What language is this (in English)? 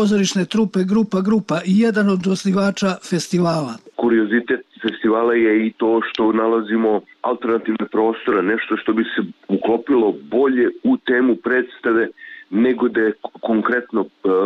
Serbian